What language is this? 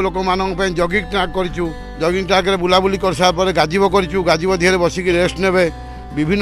Odia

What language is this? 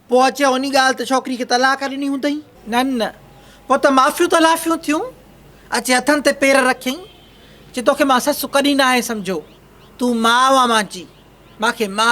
Sindhi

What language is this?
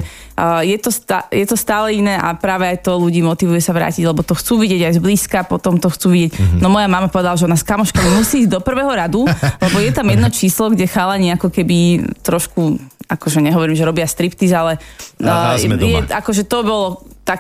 Slovak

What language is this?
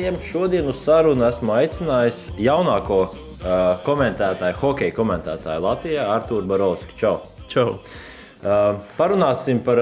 Latvian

